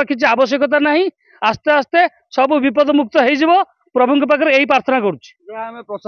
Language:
Odia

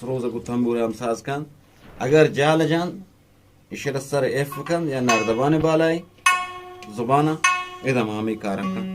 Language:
Eastern Balochi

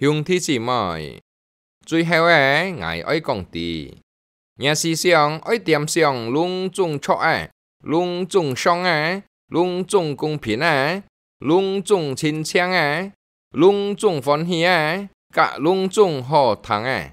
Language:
Hakka Chinese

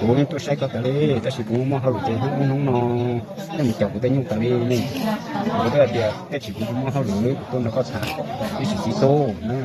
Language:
Hmong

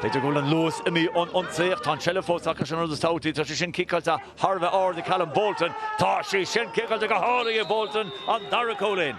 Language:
Irish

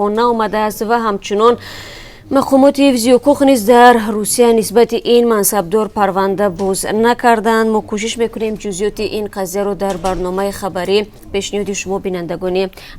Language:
Tajik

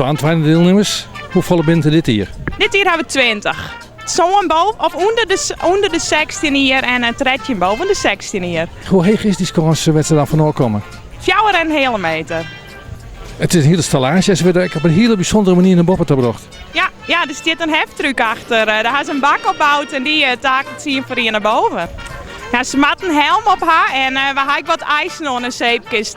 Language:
Western Frisian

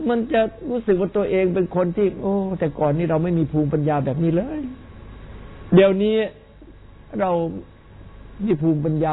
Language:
Thai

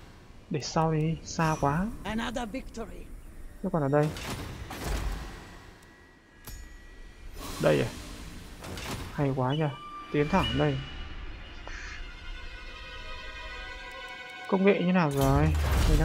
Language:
Vietnamese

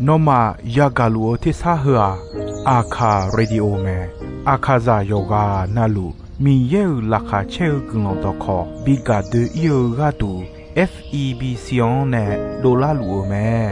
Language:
Akha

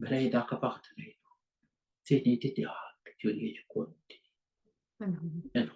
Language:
Nuer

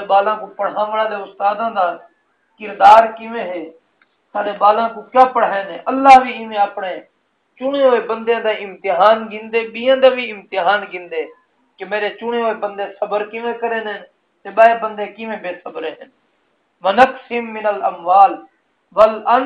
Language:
Saraiki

